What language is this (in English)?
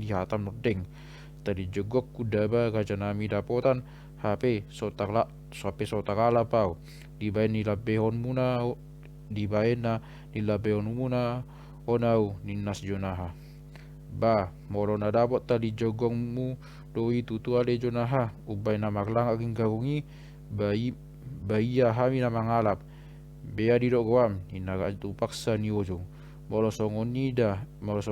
Batak Toba